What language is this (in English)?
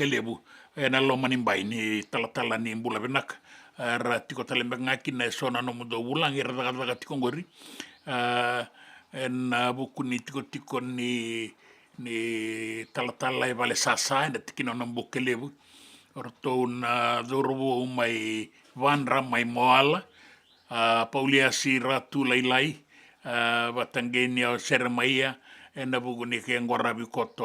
Fijian